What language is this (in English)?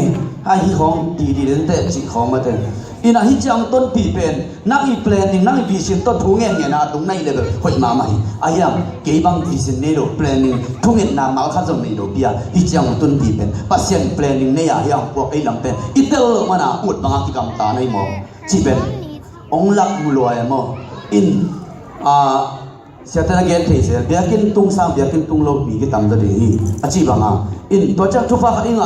Tedim Chin